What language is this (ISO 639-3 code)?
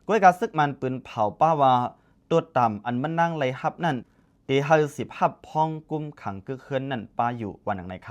shn